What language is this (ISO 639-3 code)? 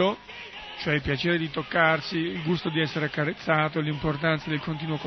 ita